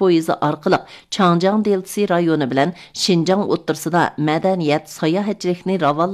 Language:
Uyghur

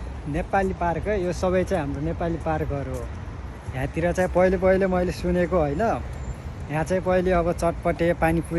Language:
Nepali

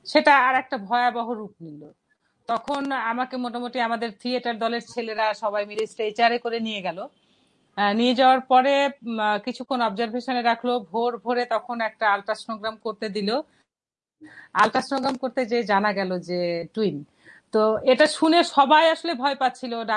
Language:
Bangla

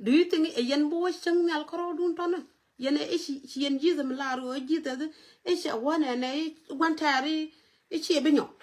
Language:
Nuer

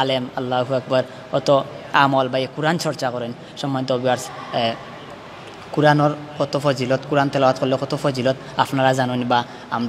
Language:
Sylheti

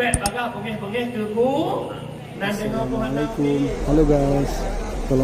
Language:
Achinese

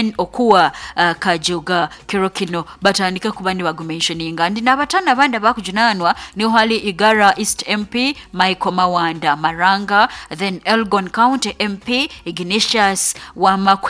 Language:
Nyoro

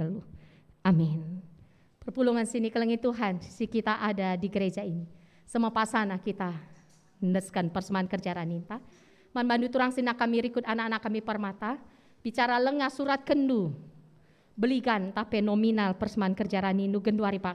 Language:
Batak Karo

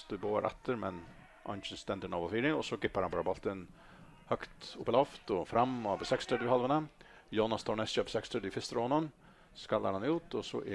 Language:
Faroese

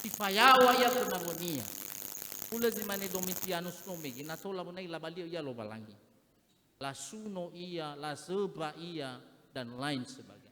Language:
Nias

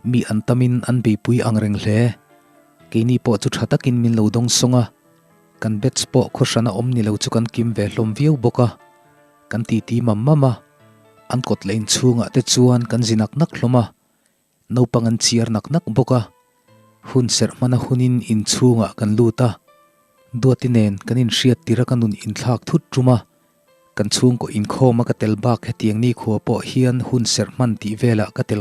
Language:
Mizo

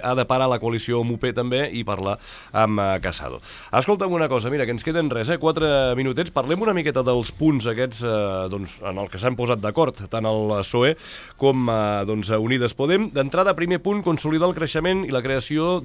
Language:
Catalan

